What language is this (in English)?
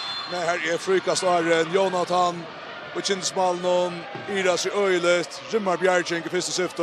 Faroese